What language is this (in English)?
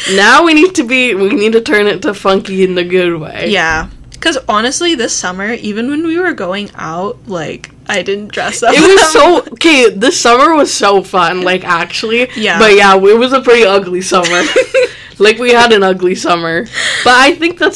English